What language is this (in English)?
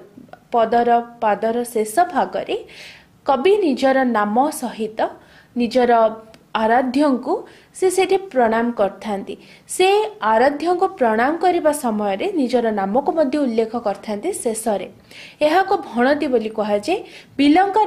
Odia